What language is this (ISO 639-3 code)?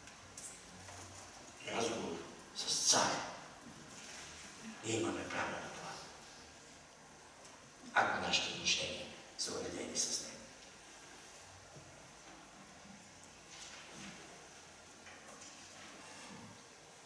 bul